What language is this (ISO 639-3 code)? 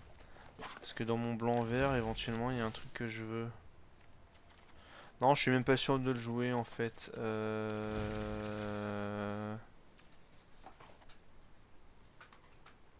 fra